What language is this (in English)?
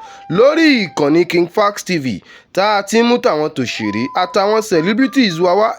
Yoruba